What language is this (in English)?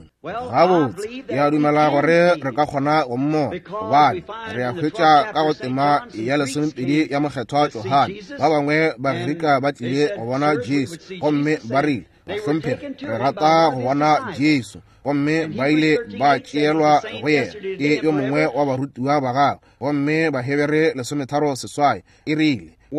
Northern Sotho